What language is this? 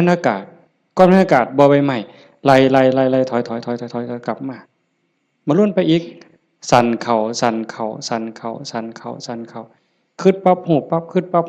Northeastern Thai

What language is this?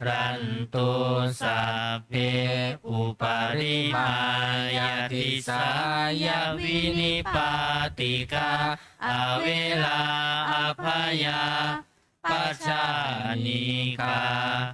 Pali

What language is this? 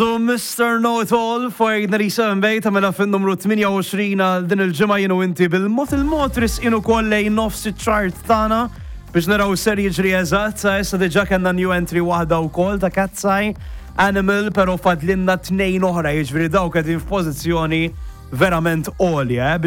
Maltese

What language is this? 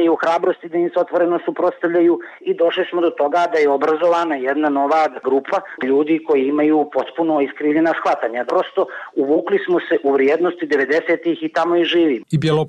Serbian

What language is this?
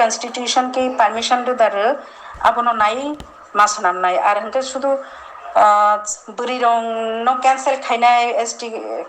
Kok Borok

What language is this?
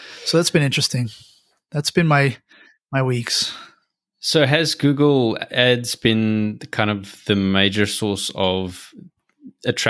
English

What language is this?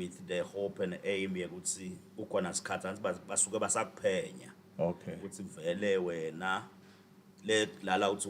Swati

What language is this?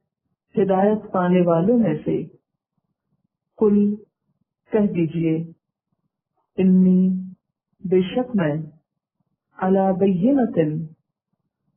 Urdu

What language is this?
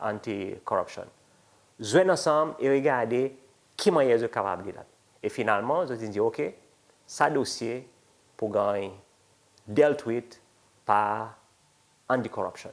Seselwa Creole French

